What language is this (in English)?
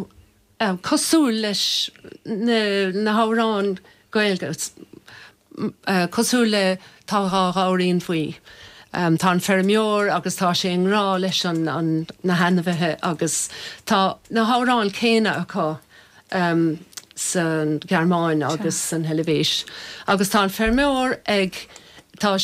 Irish